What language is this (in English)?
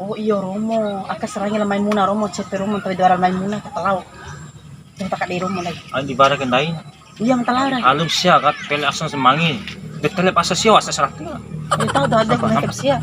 Bima